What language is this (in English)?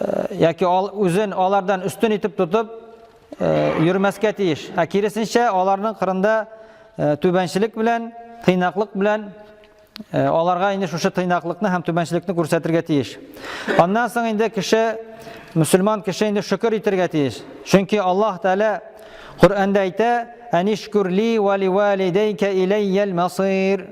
Tatar